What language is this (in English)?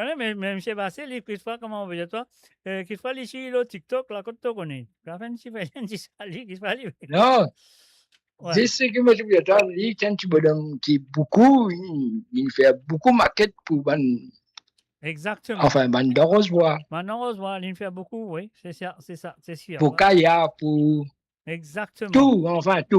Morisyen